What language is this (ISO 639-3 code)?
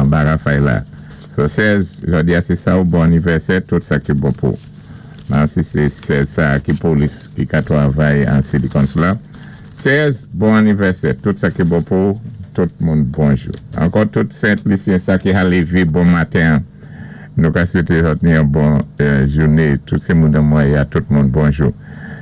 acf